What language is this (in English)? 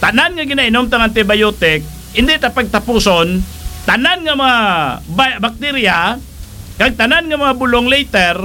Hiligaynon